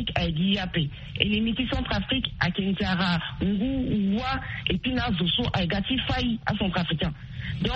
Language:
Sango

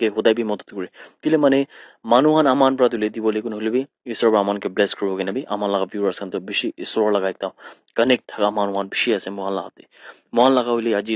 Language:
Naga Pidgin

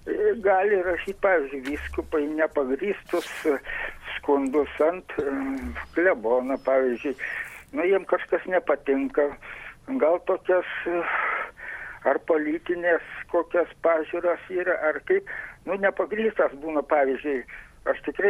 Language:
Lithuanian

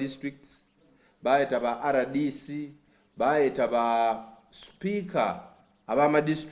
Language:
Soga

